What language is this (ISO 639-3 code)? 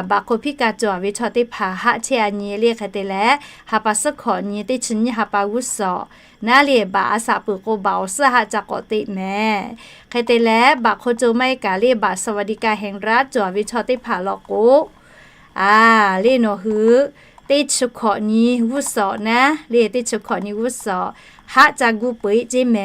lhu